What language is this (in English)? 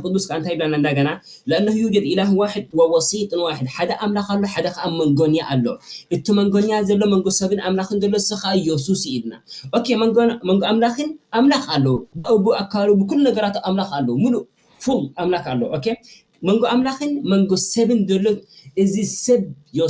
Tigrinya